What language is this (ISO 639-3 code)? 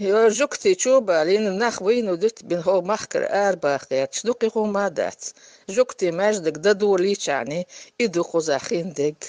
che